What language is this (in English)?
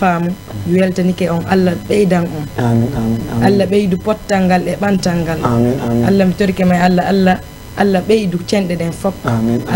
Fula